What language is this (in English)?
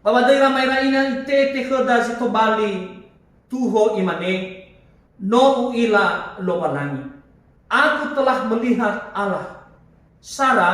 Nias